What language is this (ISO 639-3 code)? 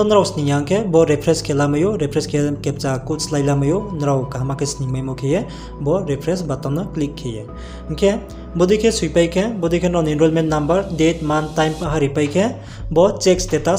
ria